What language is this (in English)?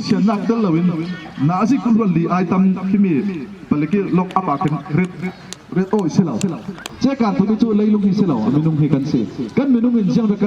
Falam Chin